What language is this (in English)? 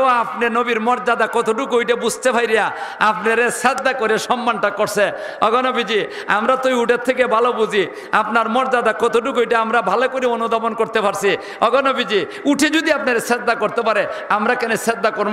Sylheti